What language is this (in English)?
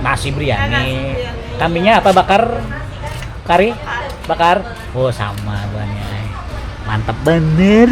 Banjar